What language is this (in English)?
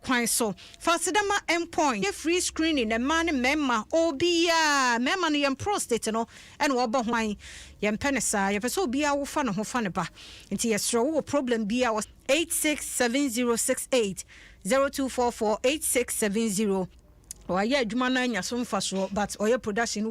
Akan